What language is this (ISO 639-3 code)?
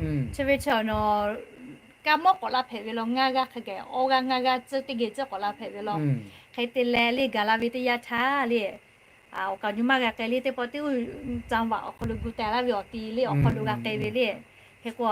lhu